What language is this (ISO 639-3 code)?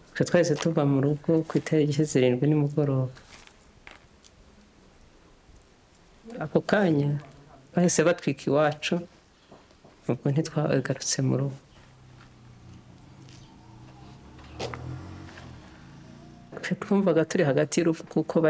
kin